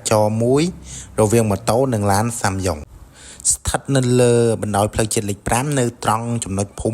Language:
Khmer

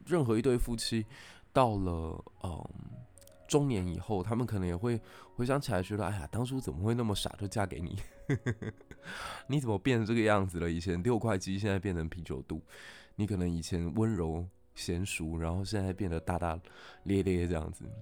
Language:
Chinese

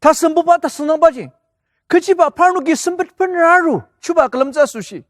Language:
Ao Naga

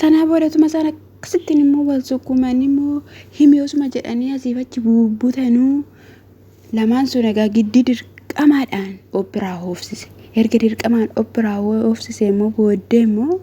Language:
Oromo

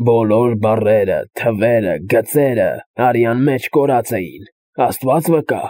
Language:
Armenian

